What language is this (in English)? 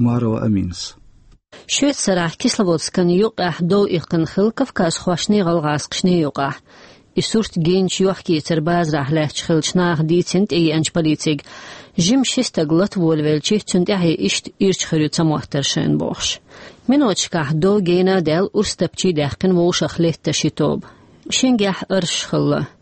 Chechen